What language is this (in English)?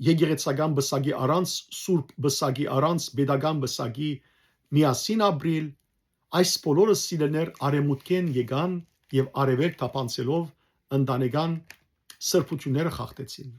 Western Armenian